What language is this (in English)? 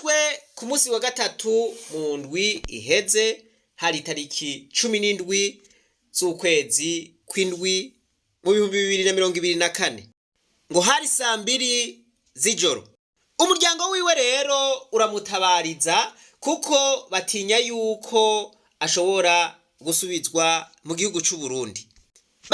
Rundi